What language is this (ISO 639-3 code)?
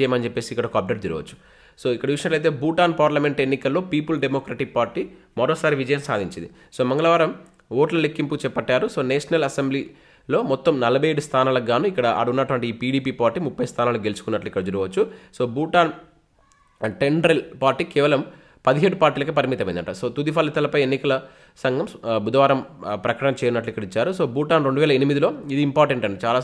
tel